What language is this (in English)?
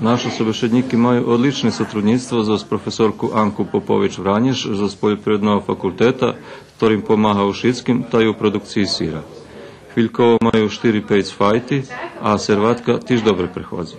Rusyn